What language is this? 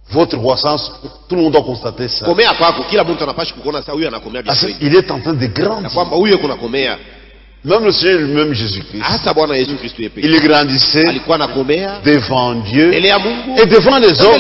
Swahili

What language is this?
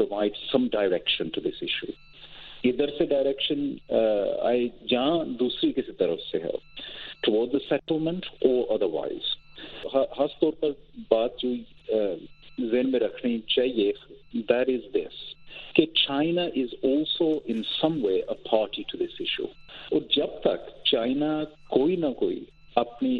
Urdu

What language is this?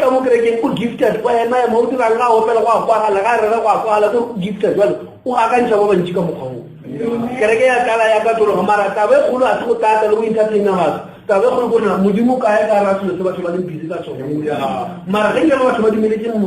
Northern Sotho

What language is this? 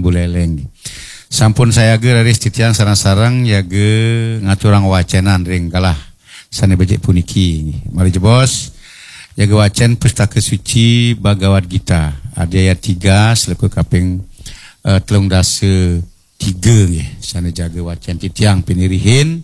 Balinese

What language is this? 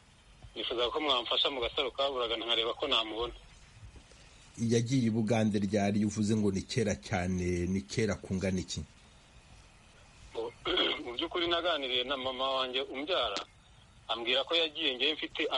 Kinyarwanda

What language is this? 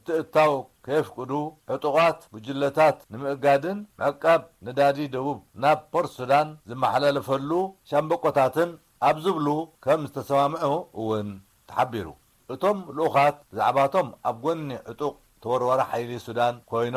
Tigrinya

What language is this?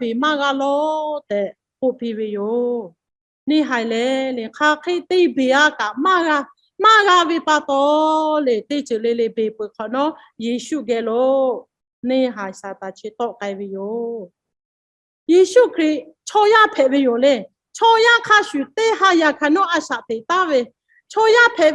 Lahu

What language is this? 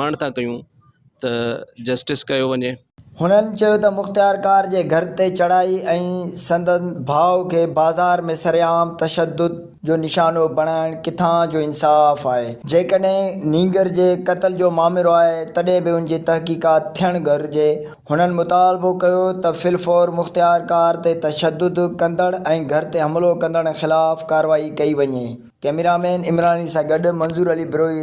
Sindhi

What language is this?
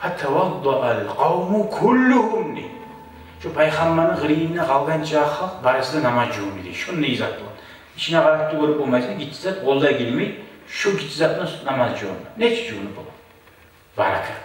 Kumyk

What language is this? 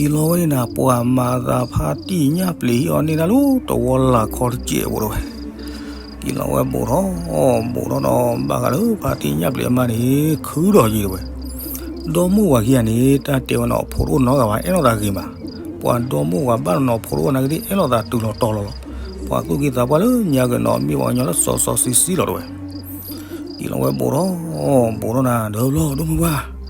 S'gaw Karen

